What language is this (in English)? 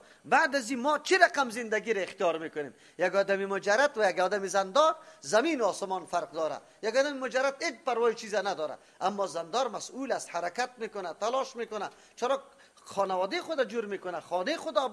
Persian